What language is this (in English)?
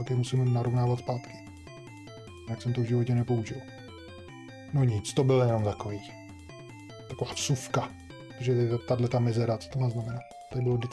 Czech